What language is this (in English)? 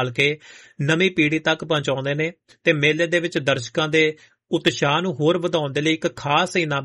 Punjabi